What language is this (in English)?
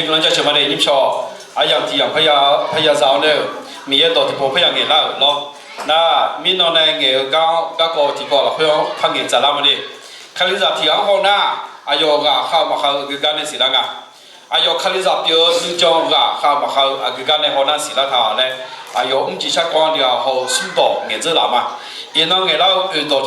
Akha